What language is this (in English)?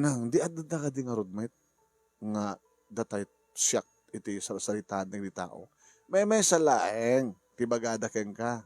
Iloko